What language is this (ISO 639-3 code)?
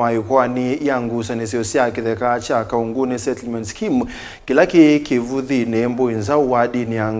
kam